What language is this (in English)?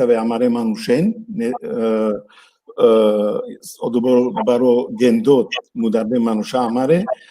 Balkan Romani